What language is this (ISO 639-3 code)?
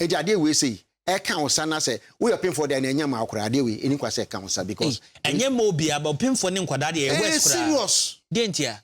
aka